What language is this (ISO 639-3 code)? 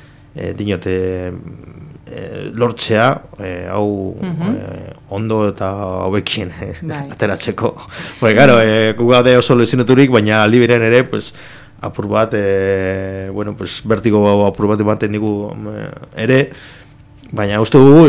eus